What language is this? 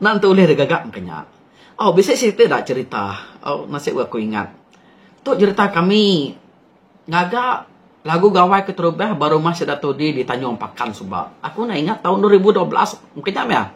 Iban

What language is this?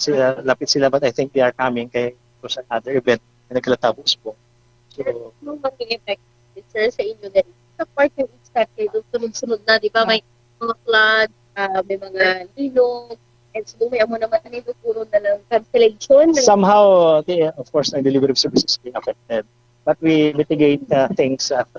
Hiligaynon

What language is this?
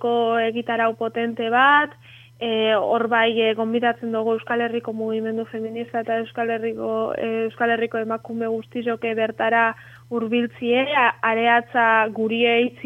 Basque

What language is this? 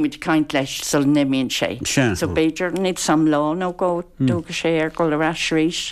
Irish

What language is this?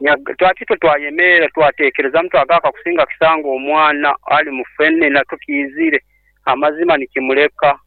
Nyoro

